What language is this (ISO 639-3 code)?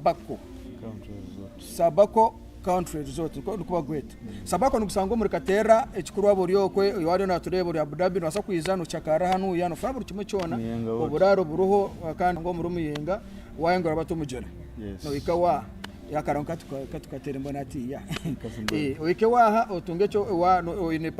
nyn